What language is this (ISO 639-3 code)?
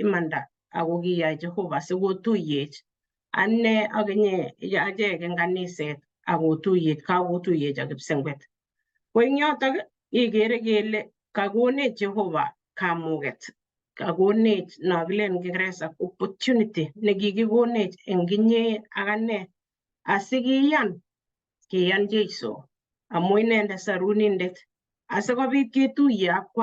kln